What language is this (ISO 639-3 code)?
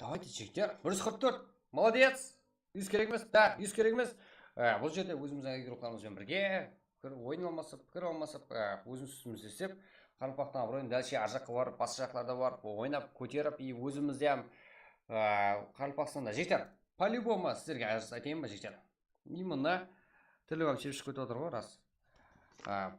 kaa